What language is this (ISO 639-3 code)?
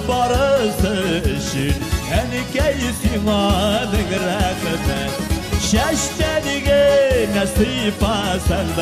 tat